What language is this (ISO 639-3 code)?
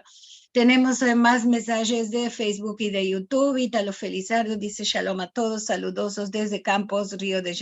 lad